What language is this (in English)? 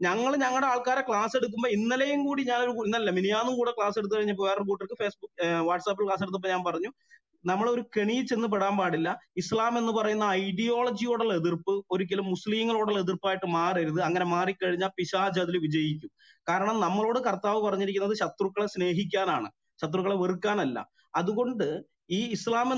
Malayalam